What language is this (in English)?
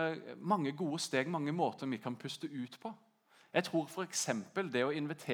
Norwegian